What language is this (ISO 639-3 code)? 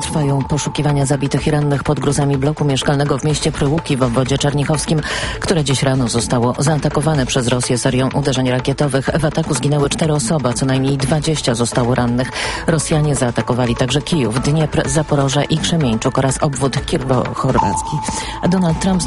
pol